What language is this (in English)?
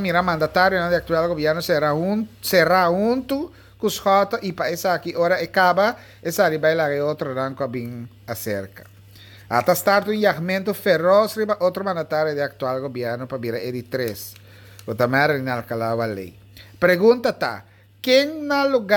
Papiamento